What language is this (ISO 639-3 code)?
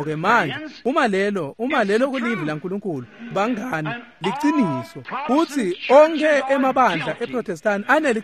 ssw